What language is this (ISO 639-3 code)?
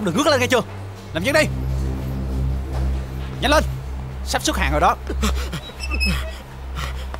vie